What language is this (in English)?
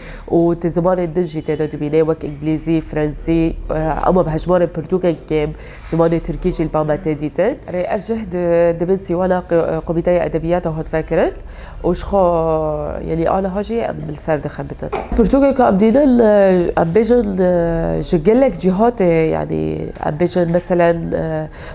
Kurdish